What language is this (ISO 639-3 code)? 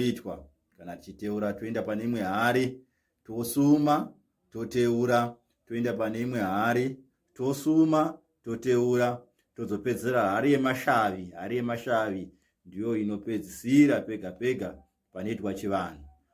sna